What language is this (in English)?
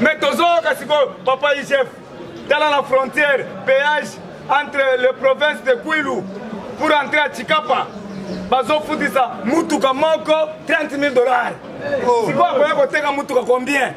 Lingala